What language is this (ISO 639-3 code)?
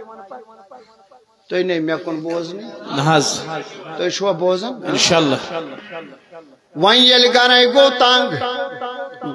kas